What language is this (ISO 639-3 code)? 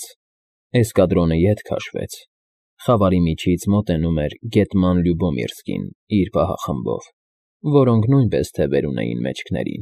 hye